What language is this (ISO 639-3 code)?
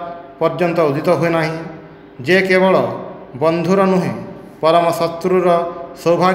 ori